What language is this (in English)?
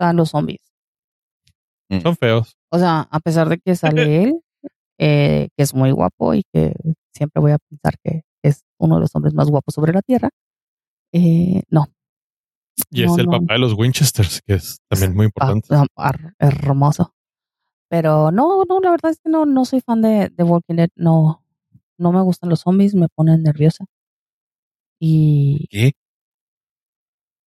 Spanish